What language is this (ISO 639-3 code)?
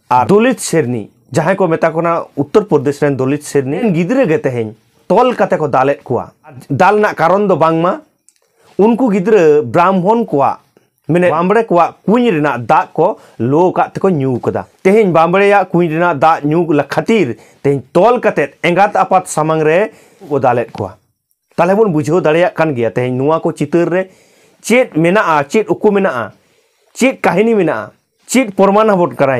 sat